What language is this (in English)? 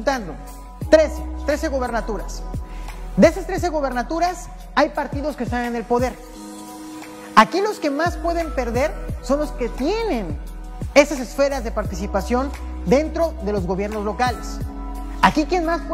Spanish